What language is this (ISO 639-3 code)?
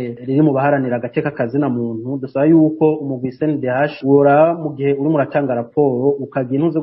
run